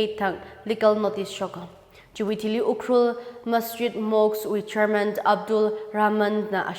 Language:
Tangkhul Naga (India)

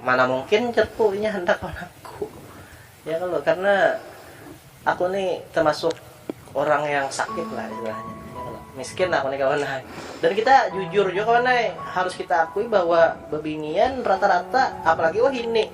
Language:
Banjar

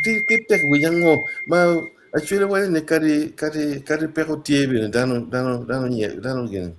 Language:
Acoli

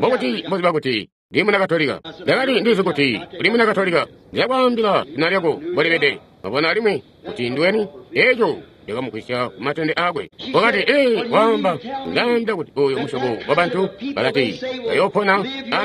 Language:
Tonga (Zambia)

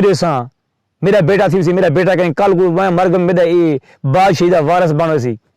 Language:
Saraiki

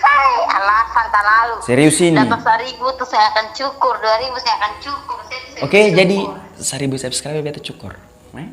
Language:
Ambonese Malay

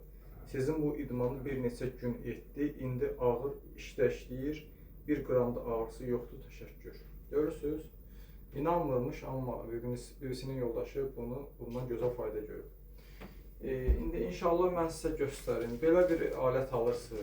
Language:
Azerbaijani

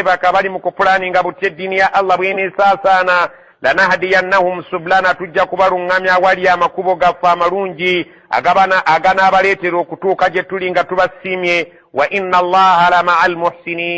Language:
Ganda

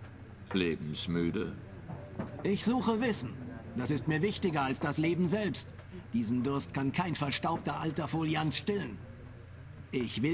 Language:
German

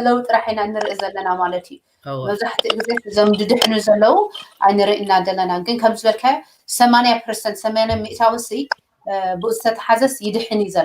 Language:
Tigrinya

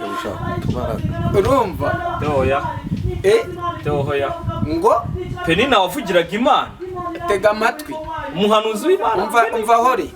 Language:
Kinyarwanda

